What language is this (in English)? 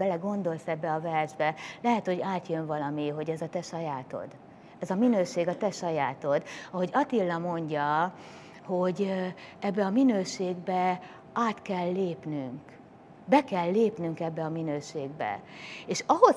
Hungarian